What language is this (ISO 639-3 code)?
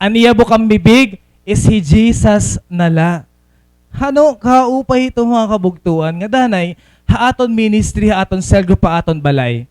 war